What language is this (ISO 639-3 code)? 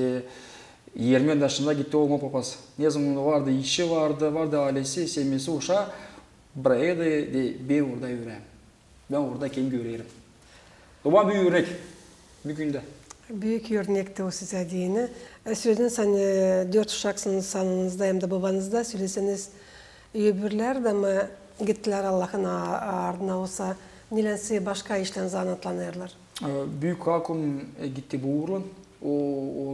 gag